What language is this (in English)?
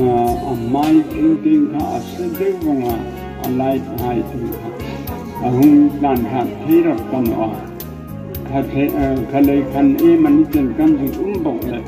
Hmar